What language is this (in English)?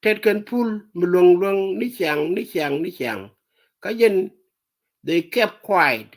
Nuer